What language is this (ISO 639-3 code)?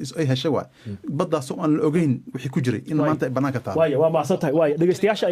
som